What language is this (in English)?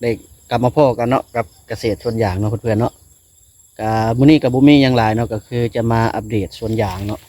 Lao